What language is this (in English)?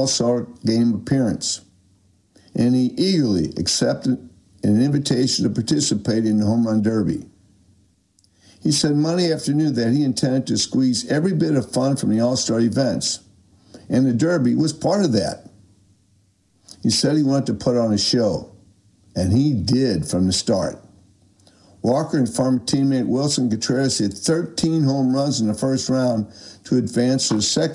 English